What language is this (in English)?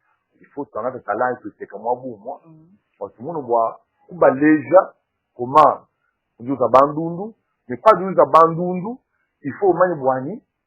Luba-Lulua